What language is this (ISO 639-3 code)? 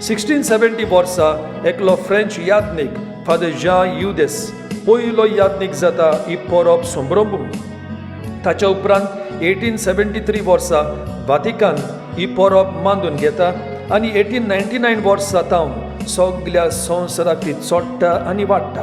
kok